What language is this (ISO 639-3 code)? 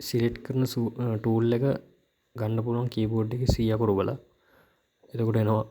sin